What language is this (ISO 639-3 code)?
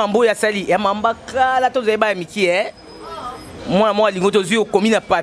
lin